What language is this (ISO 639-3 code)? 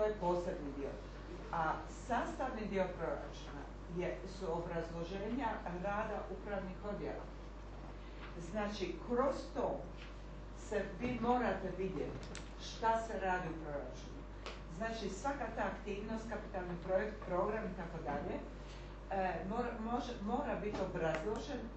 hrv